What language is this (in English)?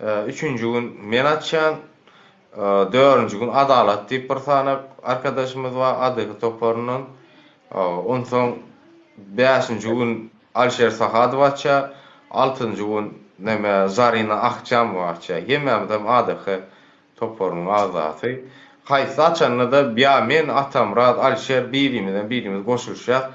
Turkmen